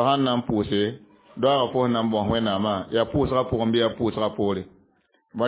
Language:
Mossi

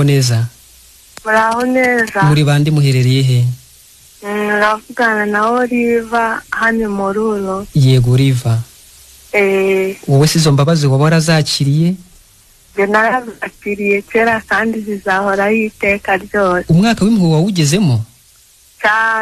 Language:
Kinyarwanda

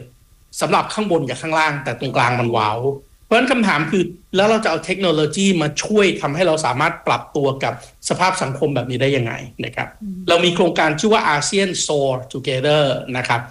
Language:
Thai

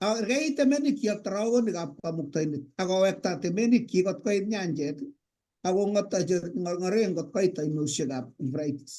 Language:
Kalenjin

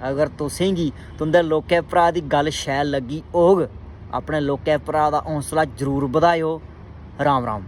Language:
Dogri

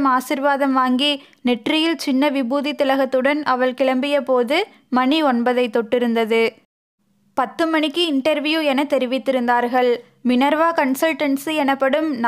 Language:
Tamil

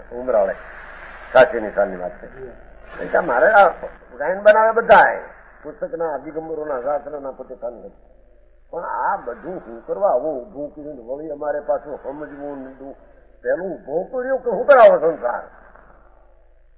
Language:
Gujarati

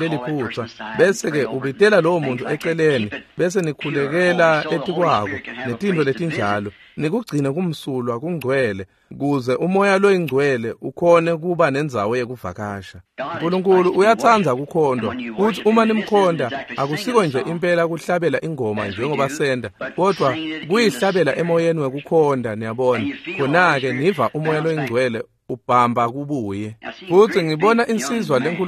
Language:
Swati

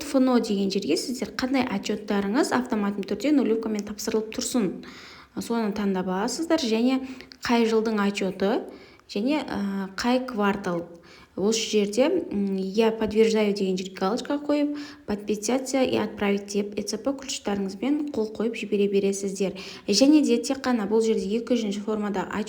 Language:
Kazakh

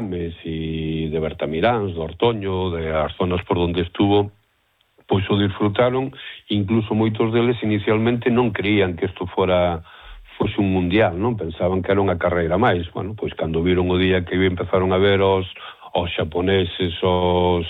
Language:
Galician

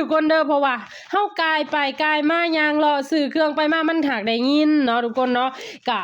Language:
Lao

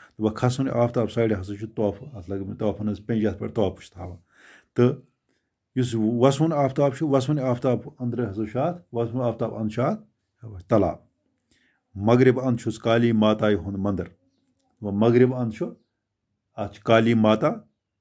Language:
Kashmiri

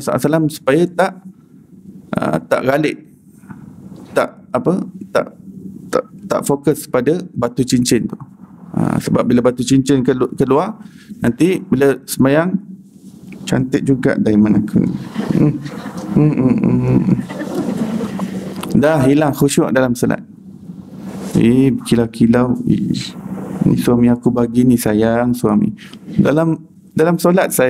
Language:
Malay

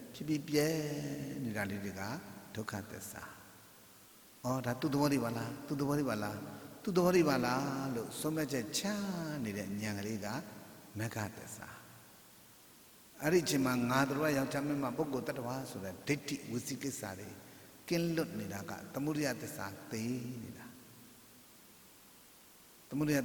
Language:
Burmese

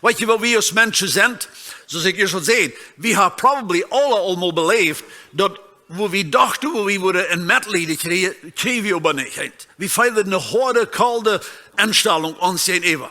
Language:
Plautdietsch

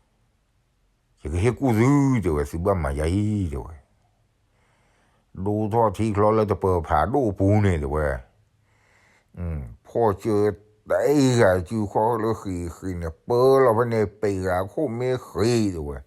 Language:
S'gaw Karen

